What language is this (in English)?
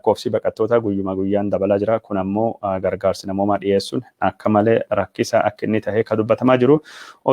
Oromo